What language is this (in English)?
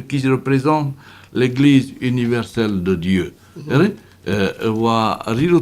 Tahitian